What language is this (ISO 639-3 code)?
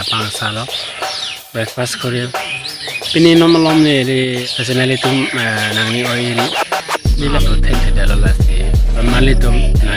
mjw